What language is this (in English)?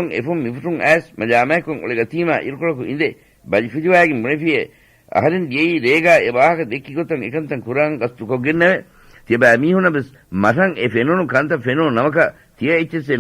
Divehi